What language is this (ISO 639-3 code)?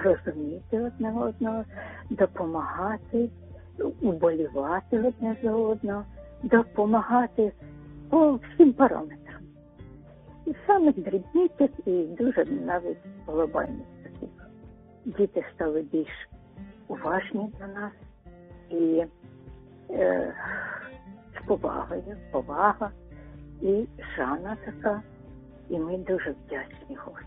ukr